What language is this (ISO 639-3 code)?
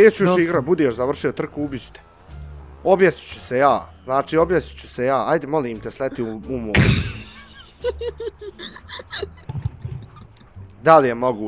bos